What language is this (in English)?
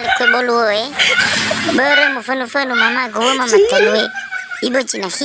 Nias